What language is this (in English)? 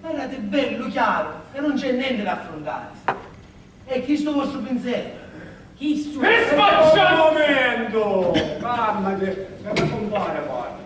Sicilian